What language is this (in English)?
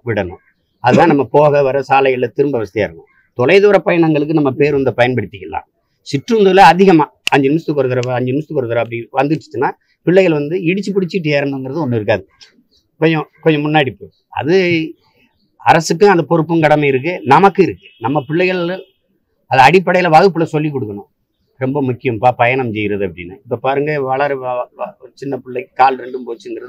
Tamil